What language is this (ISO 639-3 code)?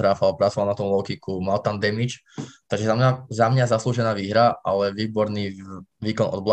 slk